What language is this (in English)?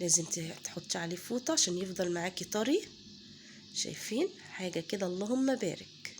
Egyptian Arabic